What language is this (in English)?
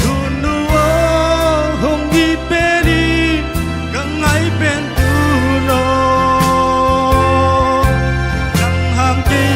Tedim Chin